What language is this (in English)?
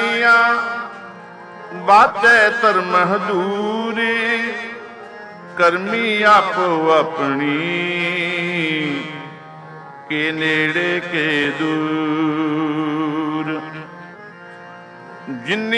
Punjabi